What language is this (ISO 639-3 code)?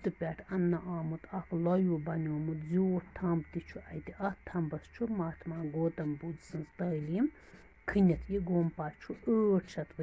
kas